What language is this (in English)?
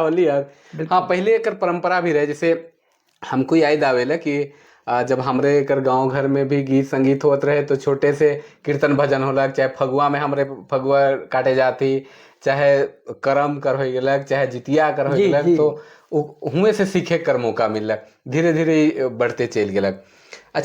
Sadri